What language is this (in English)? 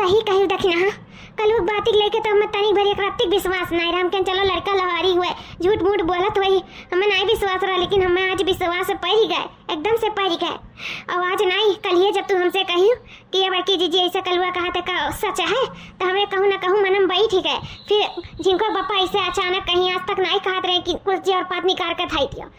Awadhi